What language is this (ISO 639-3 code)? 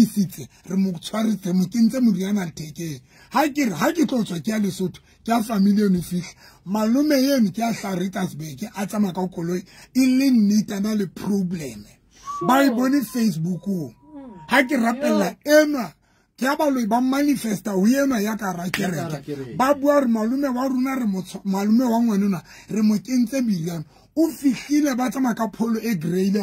sot